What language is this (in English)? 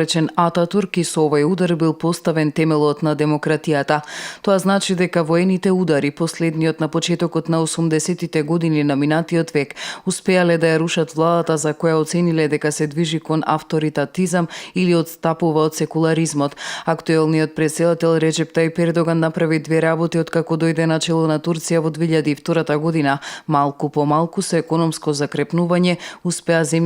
Macedonian